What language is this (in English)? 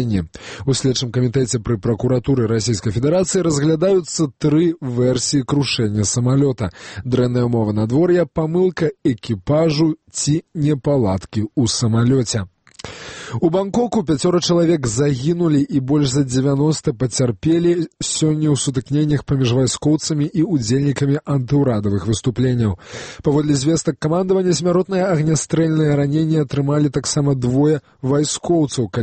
Belarusian